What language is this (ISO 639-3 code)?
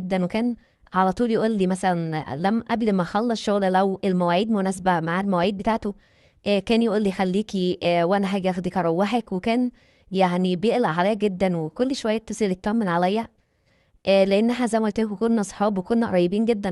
arz